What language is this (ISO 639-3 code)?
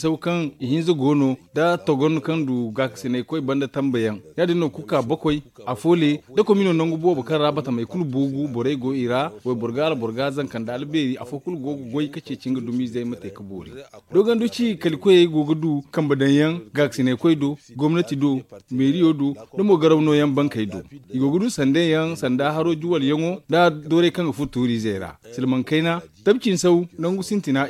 dje